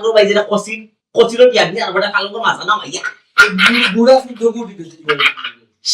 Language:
Sylheti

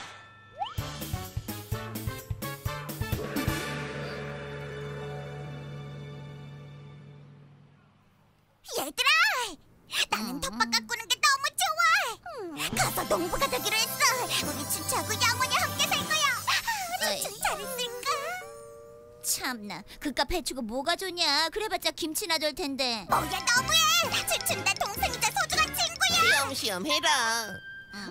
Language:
Korean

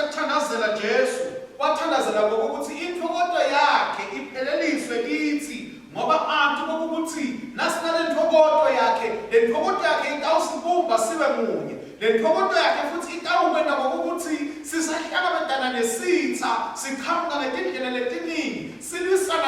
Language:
Swati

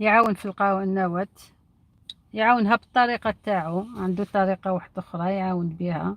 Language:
Algerian Arabic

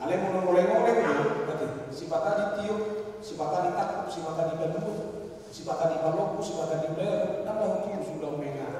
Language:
Batak Toba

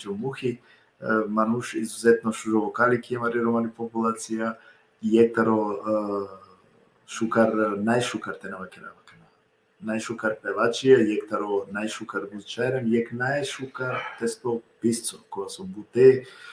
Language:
Balkan Romani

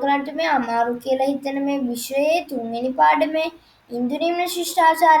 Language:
Sinhala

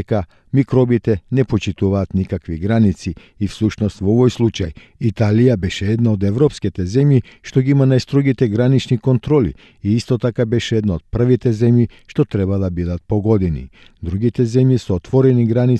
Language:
Macedonian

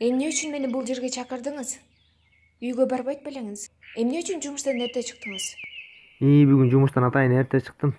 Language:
Kyrgyz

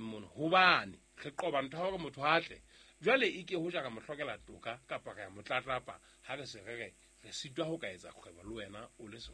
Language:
Southern Sotho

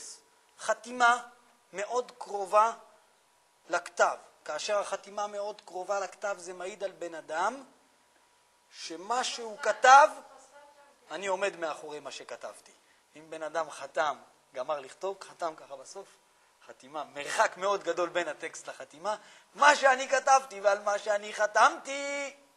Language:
Hebrew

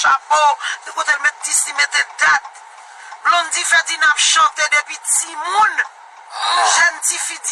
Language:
Haitian Creole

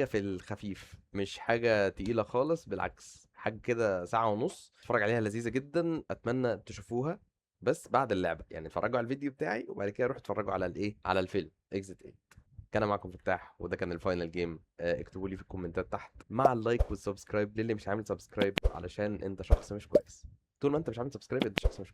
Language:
Egyptian Arabic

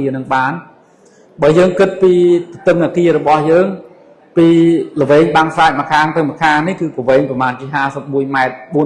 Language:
Khmer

